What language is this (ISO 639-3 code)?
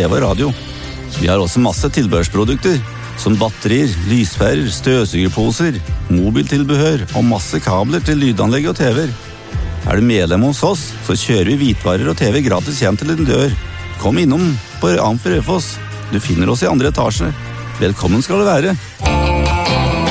nor